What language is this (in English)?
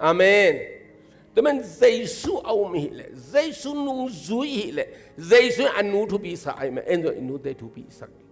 Tedim Chin